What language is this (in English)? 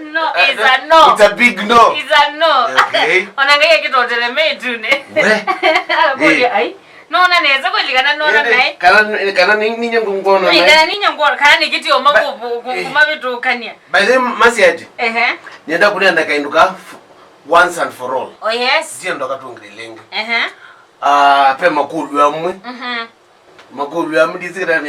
Kamba